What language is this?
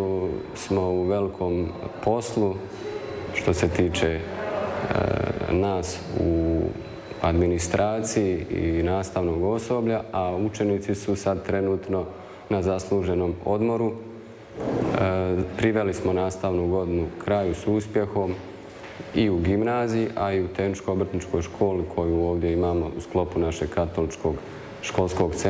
Croatian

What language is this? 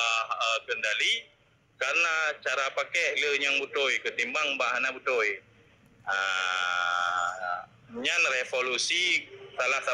Achinese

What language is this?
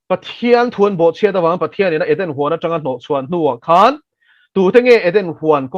Mizo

